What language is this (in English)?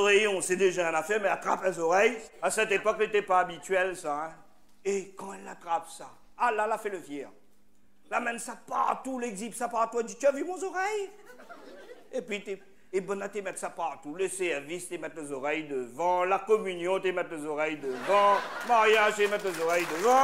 Réunion Creole French